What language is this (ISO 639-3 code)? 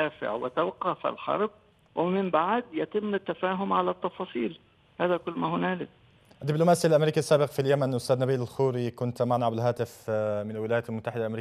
ara